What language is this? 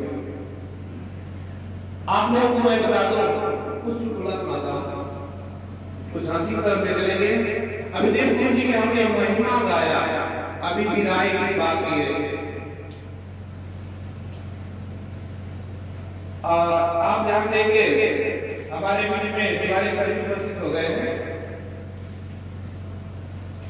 Hindi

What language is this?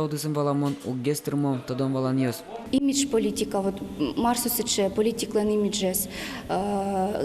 Udmurt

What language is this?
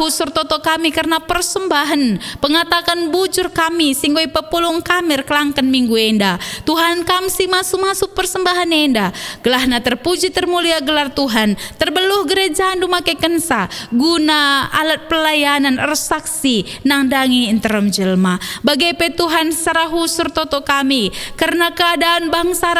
Batak Karo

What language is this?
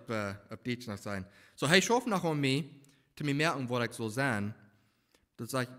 Plautdietsch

